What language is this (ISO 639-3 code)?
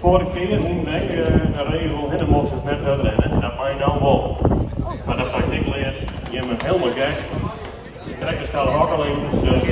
fry